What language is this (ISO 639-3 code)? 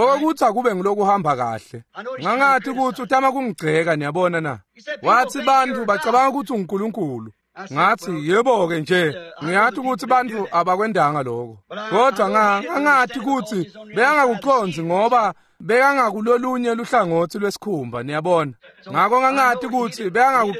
ssw